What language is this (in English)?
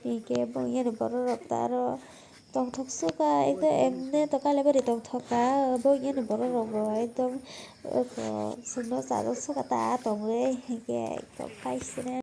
Kok Borok